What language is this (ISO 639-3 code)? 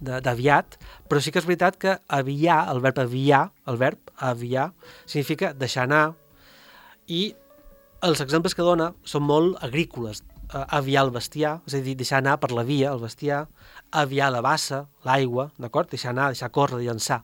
cat